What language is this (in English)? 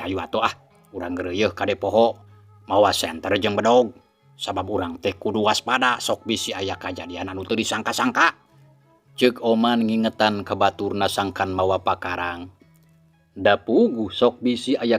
Sundanese